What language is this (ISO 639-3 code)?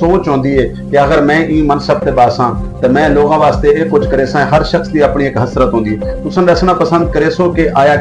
skr